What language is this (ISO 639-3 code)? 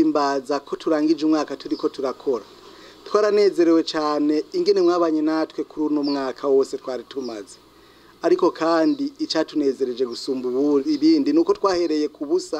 run